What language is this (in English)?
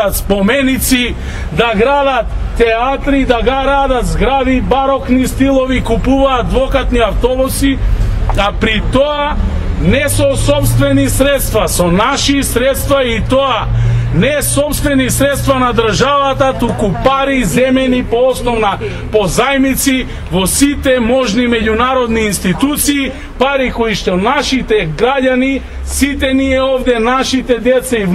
Macedonian